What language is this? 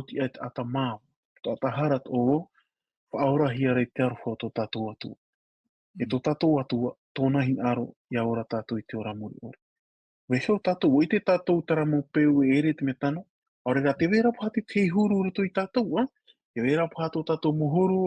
Tahitian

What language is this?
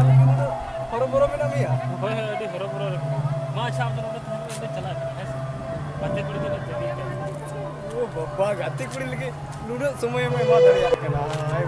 Santali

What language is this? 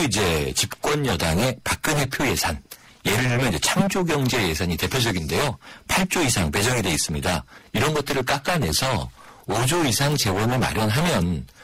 Korean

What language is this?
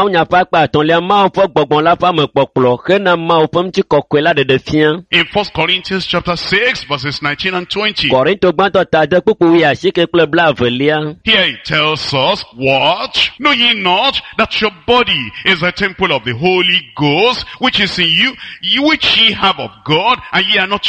Ewe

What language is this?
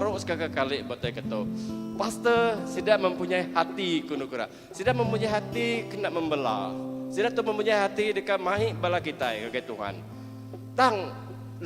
Iban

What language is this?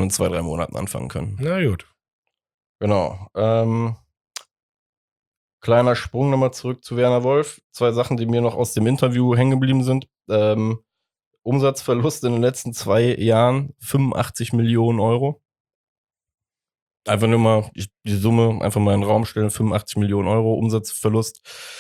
German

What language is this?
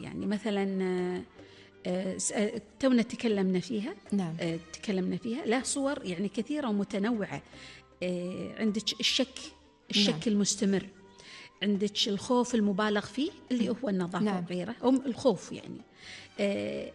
Gulf Arabic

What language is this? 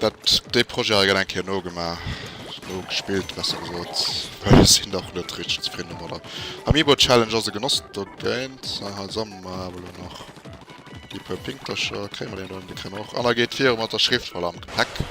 Luxembourgish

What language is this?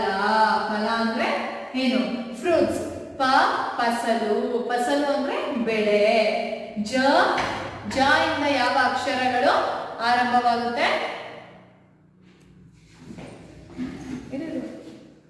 Kannada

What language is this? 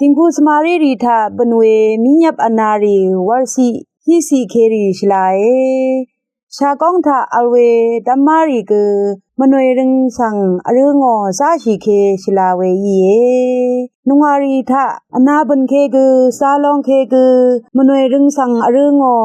Rawang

